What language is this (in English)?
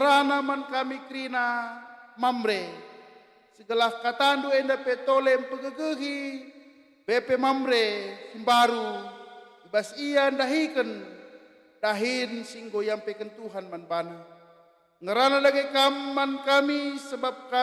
Batak Karo